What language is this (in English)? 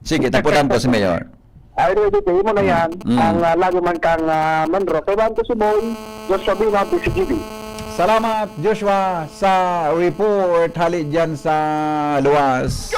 Bikol